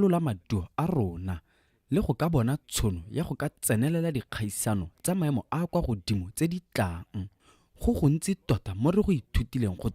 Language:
Tswana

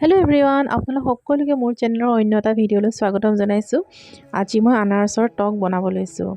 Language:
Assamese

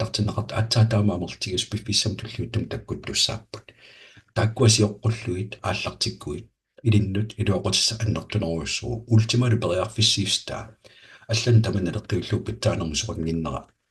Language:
Kalaallisut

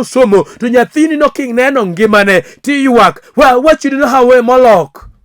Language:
Luo (Kenya and Tanzania)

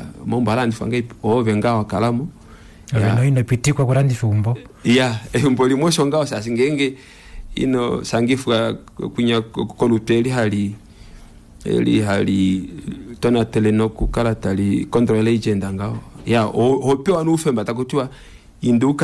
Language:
Kuanyama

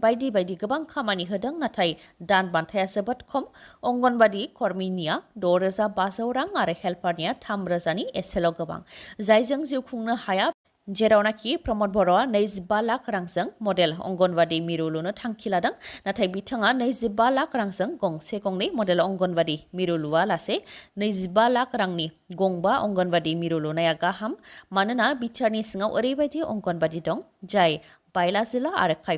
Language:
Bodo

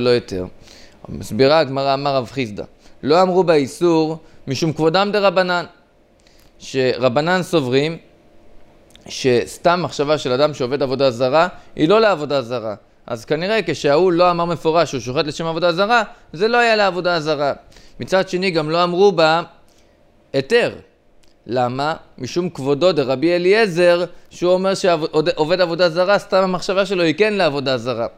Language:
Hebrew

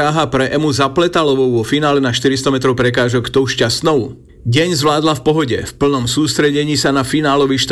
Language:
Slovak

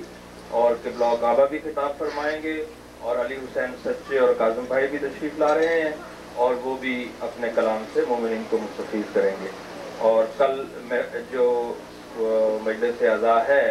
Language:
Urdu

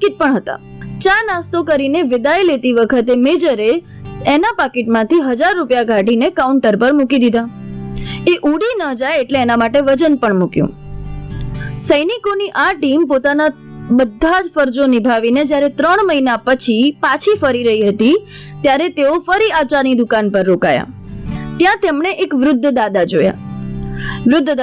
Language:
Gujarati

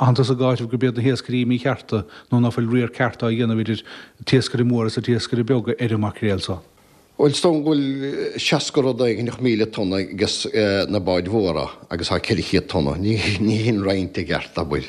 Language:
Irish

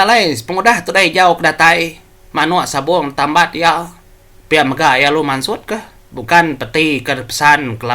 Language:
Iban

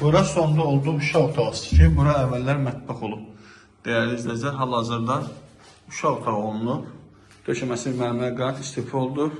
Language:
Azerbaijani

